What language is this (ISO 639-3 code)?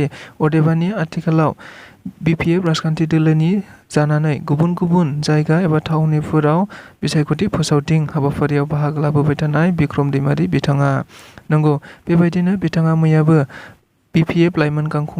brx